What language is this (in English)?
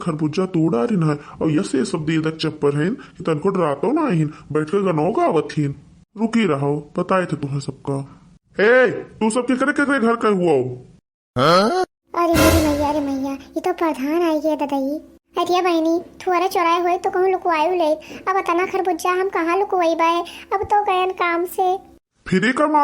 Awadhi